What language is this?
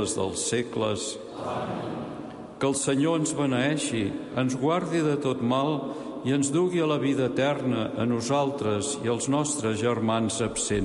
Catalan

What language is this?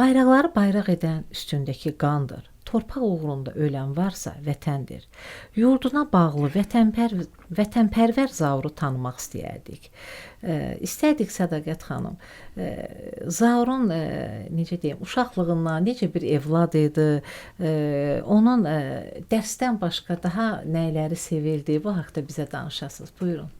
Azerbaijani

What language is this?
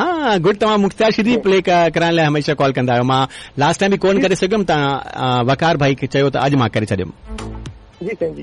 Sindhi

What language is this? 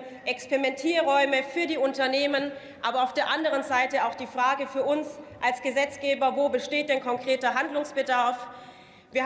German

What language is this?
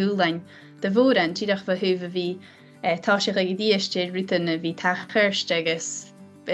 Scottish Gaelic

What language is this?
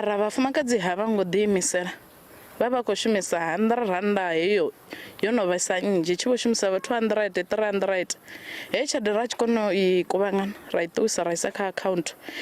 Venda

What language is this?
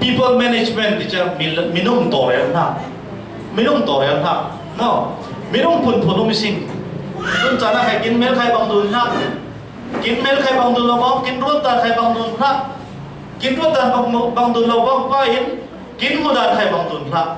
Falam Chin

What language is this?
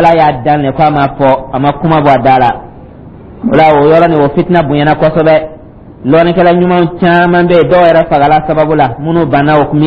Dyula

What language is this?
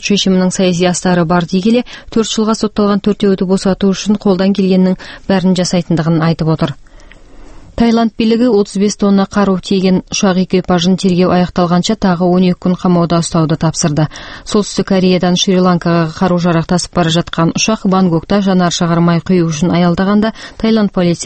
Kazakh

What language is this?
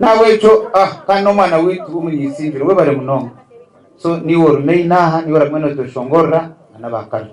Nyankole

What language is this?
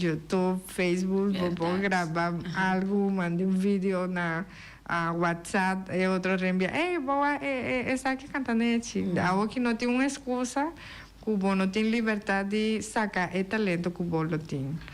Papiamento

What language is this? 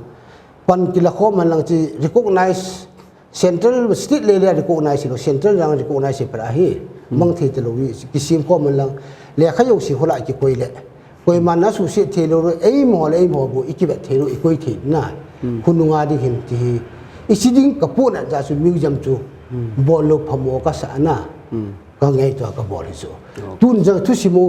Paite Chin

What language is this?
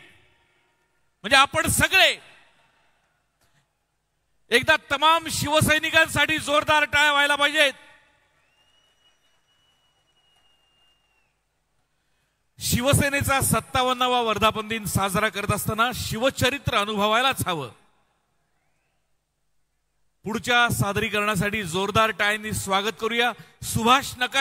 Marathi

